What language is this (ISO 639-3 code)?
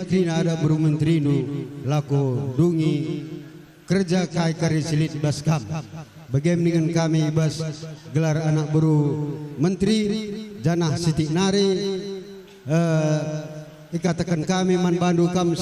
btx